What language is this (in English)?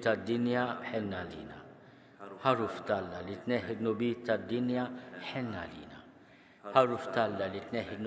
Maltese